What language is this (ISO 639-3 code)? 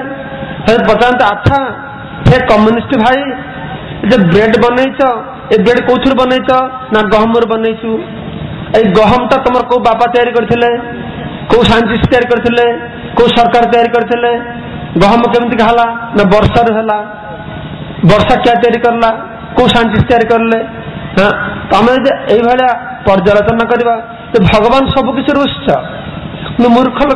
ori